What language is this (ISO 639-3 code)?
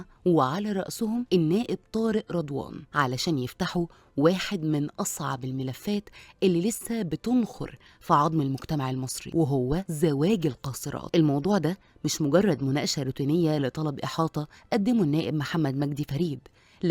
arz